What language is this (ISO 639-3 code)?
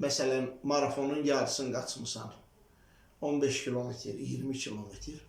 aze